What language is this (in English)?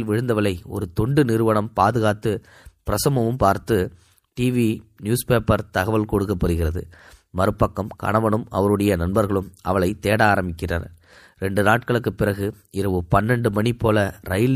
Tamil